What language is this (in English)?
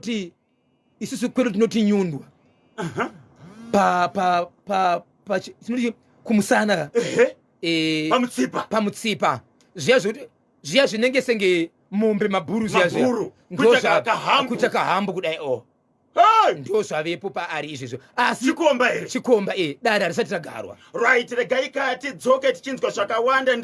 Shona